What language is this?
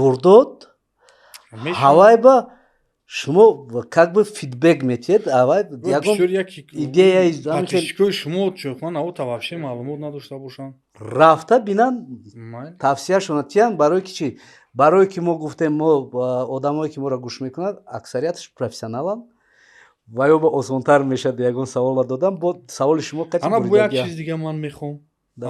Tajik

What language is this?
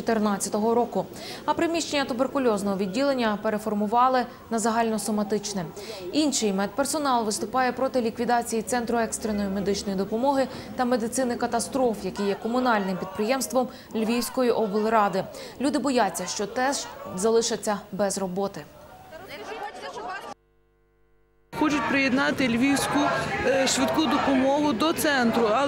Ukrainian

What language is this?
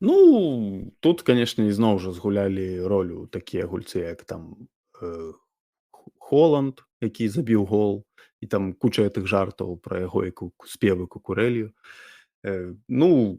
Belarusian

